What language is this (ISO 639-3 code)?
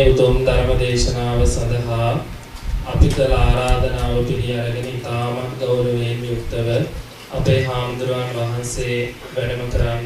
sin